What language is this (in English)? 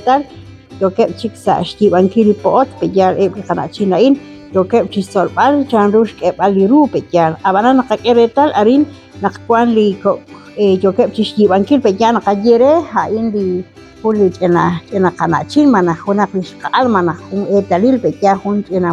Kekchí